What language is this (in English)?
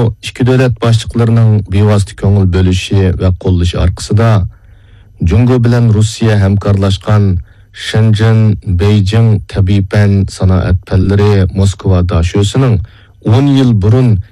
Uyghur